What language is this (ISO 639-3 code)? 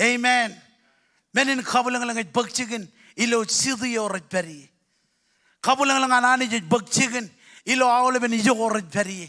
mah